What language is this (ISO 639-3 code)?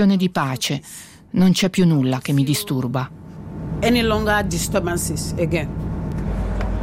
ita